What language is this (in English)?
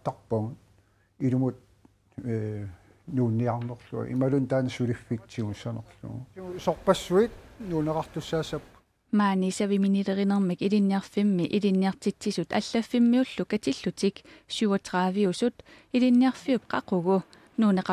Kalaallisut